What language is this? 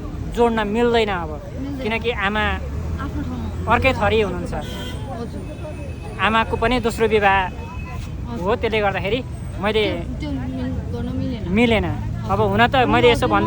Nepali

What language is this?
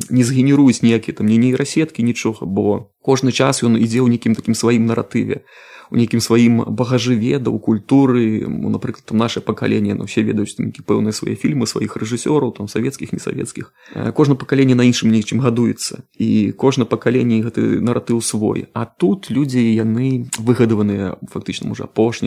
Belarusian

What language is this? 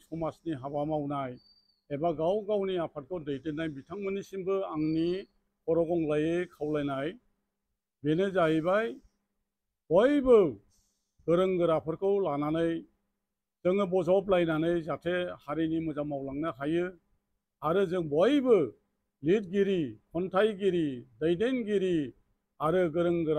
Bodo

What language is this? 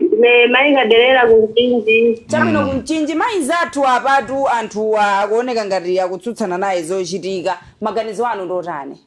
Nyanja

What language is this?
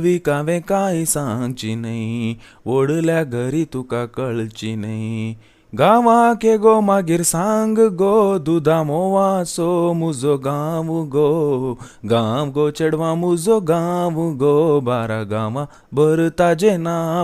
Konkani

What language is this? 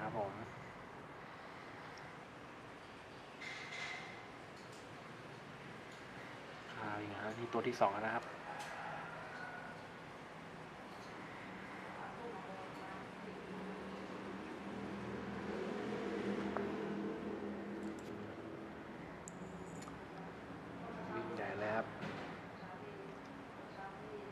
Thai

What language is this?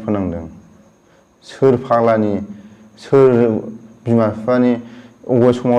Bodo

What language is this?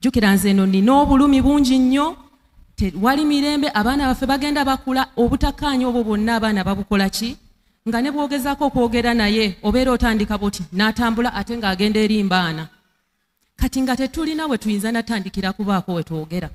Ganda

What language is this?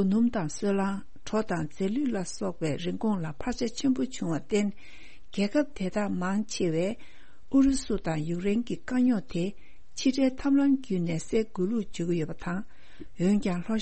Tibetan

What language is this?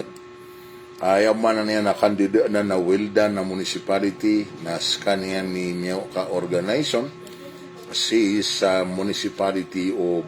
Maranao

